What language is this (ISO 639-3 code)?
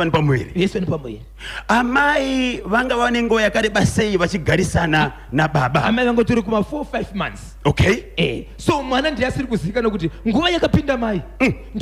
sna